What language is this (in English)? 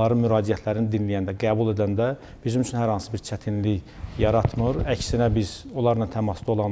Azerbaijani